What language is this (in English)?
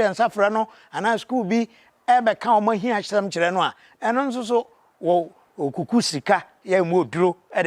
Akan